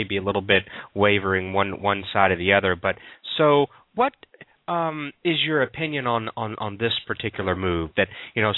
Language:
English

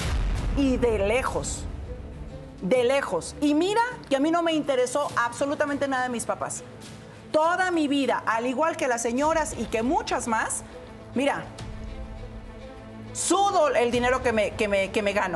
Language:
Spanish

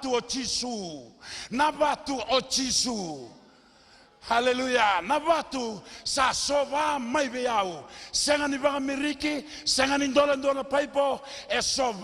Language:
Fijian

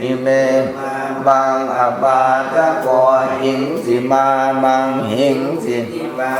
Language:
Pali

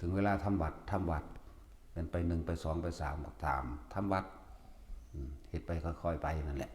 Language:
Northeastern Thai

